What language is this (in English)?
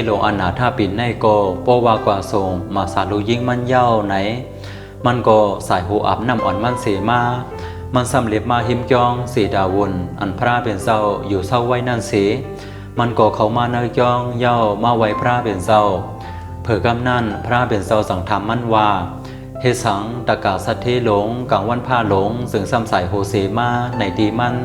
Shan